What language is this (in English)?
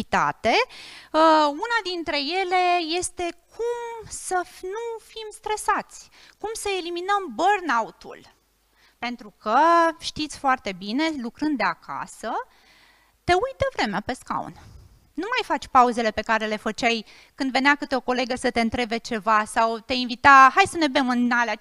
Romanian